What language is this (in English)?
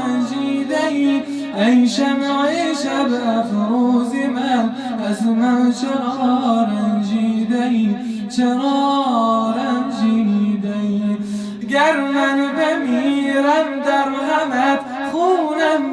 Persian